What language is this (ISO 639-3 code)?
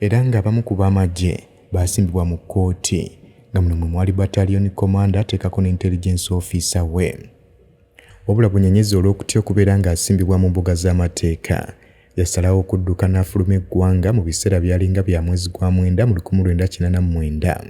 lug